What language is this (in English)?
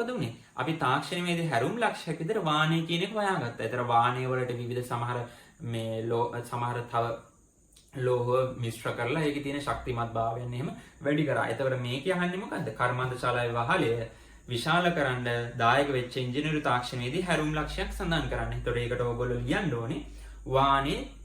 Sinhala